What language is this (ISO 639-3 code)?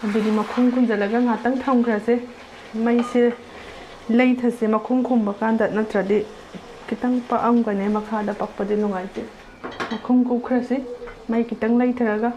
mni